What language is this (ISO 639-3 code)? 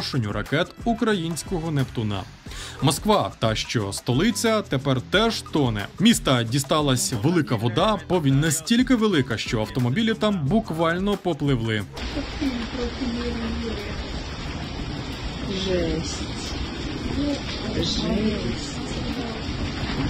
ukr